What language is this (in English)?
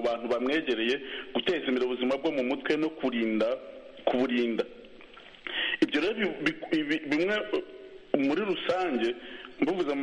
Kinyarwanda